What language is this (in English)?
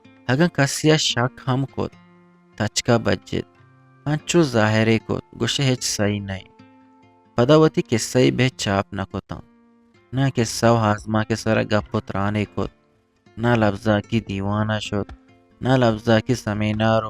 Eastern Balochi